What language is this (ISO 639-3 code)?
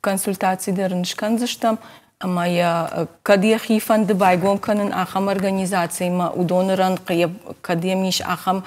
oss